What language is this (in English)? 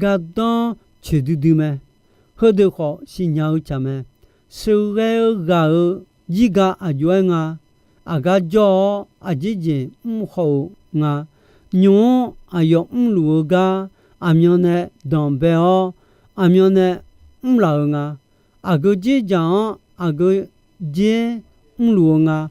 Akha